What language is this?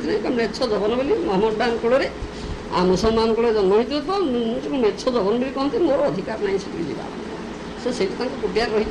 Odia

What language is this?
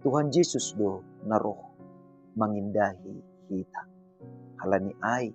Batak Simalungun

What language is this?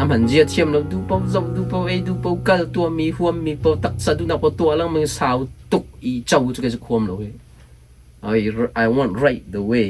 Hakha Chin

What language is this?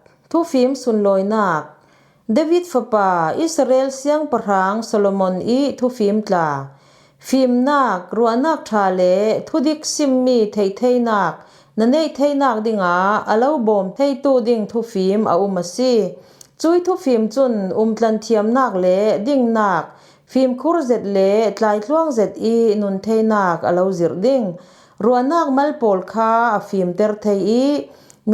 Falam Chin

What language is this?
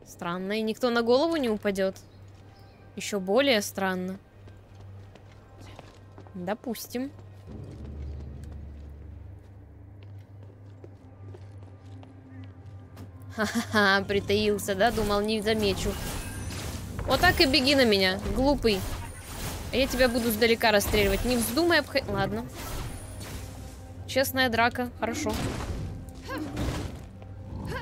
Russian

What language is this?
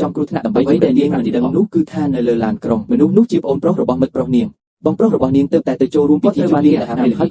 Khmer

